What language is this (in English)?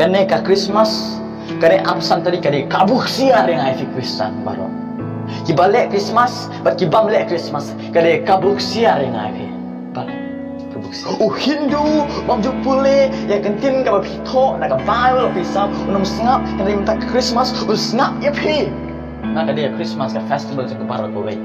Khasi